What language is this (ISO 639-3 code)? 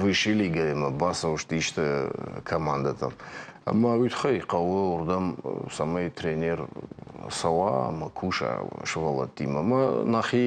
oss